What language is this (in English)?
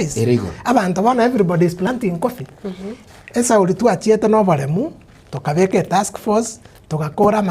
Gusii